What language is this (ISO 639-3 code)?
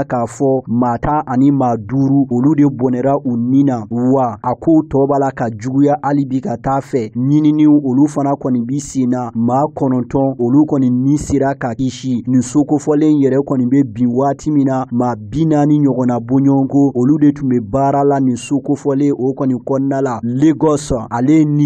bam